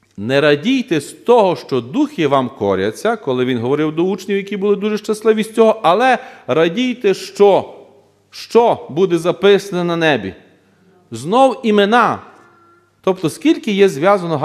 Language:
Ukrainian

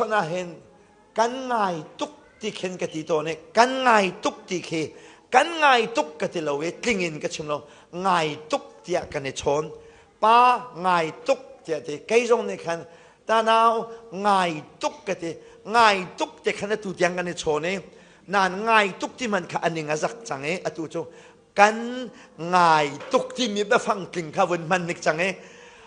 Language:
Hakha Chin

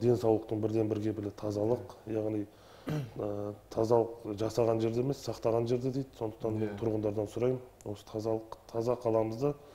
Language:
Kazakh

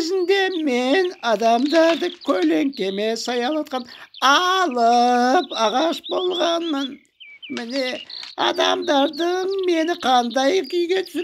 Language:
Kazakh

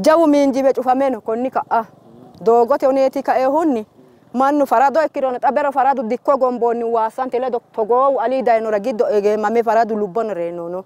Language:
Sidamo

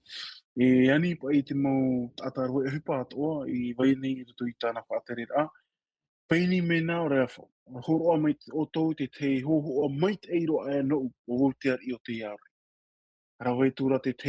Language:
Tahitian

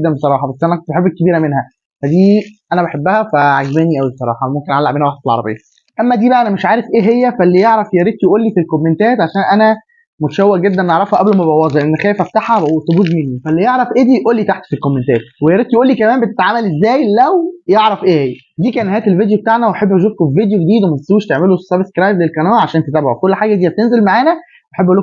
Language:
Egyptian Arabic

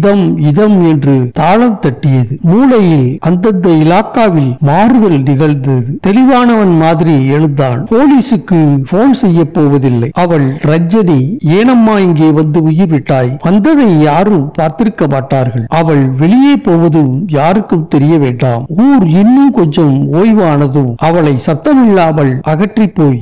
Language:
Tamil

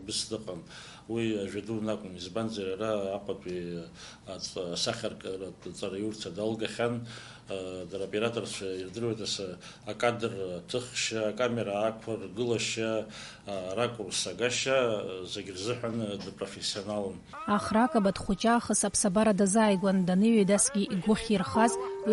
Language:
Abkhazian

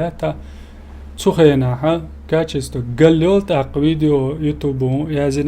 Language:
Chechen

